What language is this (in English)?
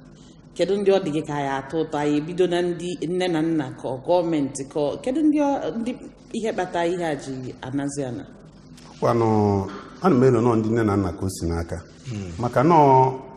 Igbo